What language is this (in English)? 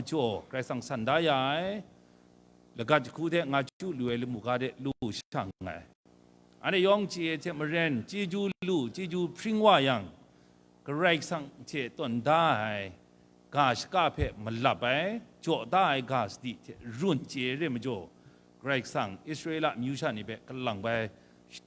Kachin